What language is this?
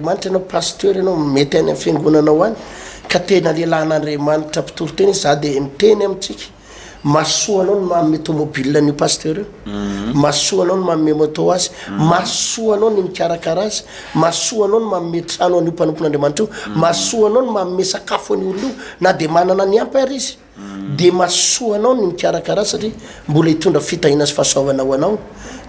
Malagasy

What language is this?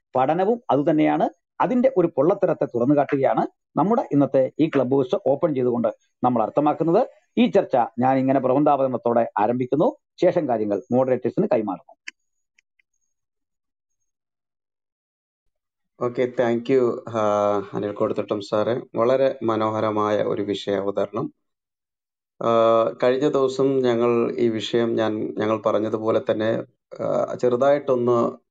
Malayalam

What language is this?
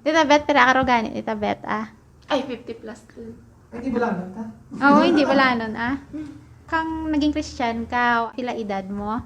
Hiligaynon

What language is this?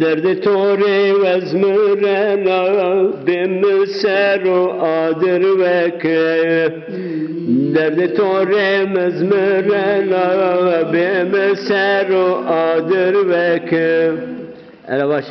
Zaza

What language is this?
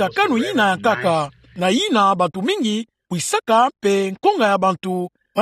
Kituba (Democratic Republic of Congo)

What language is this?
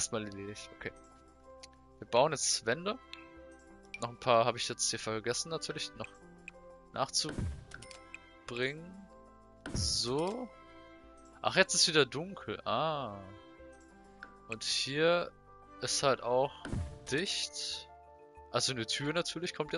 German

